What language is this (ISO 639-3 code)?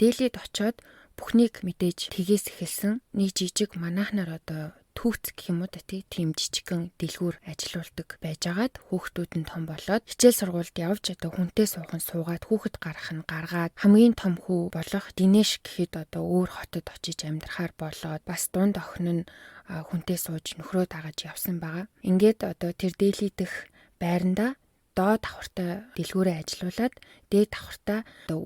mon